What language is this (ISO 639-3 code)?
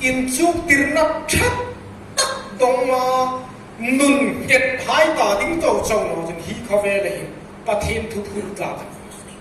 hmr